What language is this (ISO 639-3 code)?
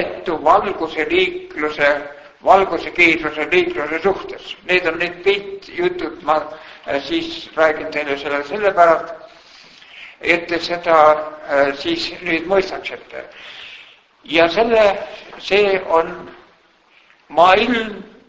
est